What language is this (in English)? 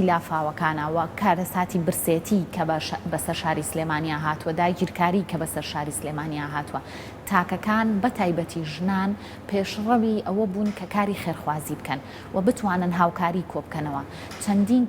Central Kurdish